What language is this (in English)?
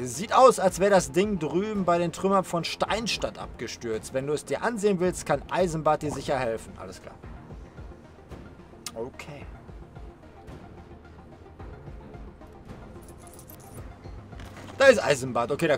German